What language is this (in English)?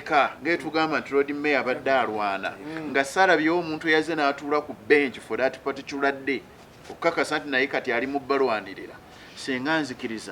Ganda